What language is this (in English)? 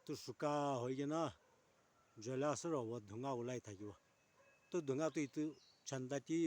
Naga Pidgin